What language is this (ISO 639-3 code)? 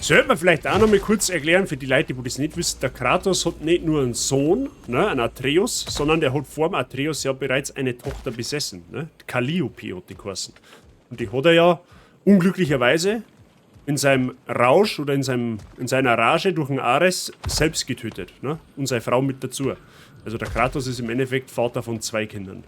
bar